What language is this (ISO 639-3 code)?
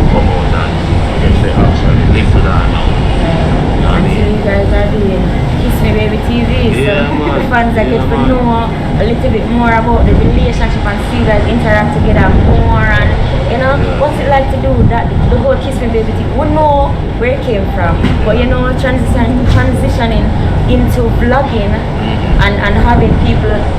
jam